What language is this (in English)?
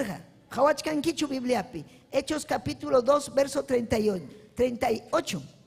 Ayacucho Quechua